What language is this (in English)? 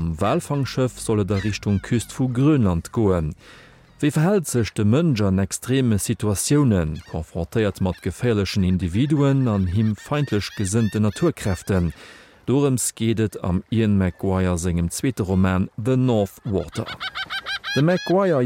Luxembourgish